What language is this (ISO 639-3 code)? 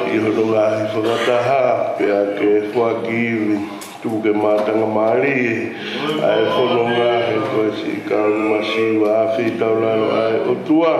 ton